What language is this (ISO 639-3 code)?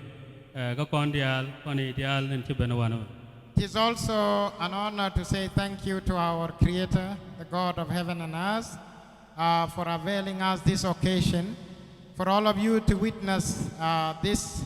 nus